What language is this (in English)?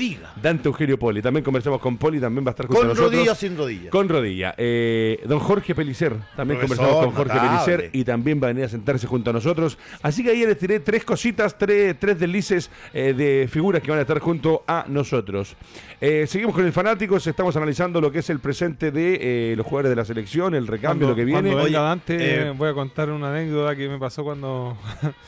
Spanish